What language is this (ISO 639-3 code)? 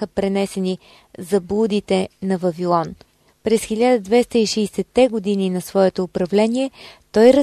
bul